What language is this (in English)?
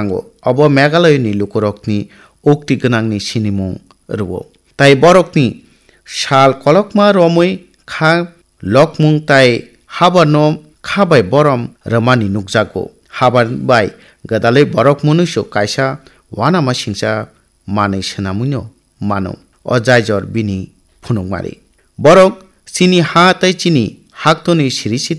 Kok Borok